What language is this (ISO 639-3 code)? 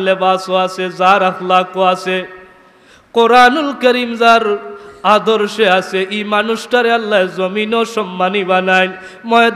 syl